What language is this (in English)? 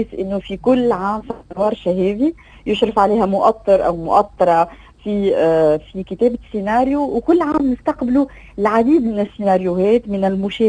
Tunisian Arabic